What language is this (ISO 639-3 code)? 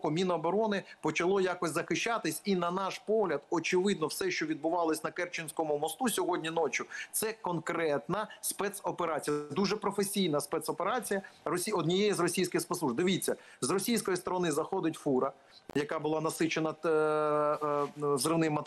ukr